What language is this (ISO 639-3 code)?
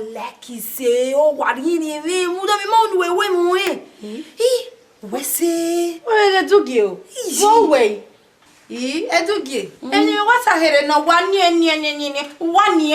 bin